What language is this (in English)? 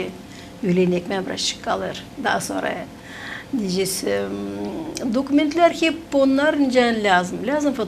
Gagauz